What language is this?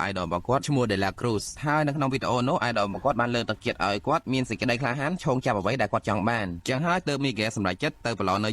Khmer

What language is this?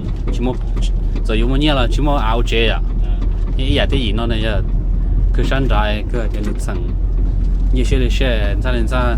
Hmong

